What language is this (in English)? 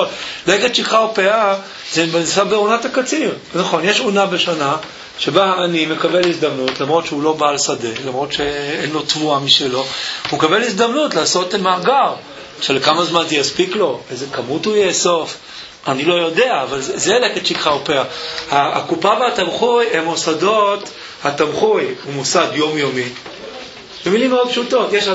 Hebrew